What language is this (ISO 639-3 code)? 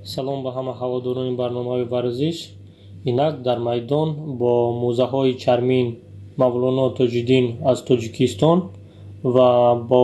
tgk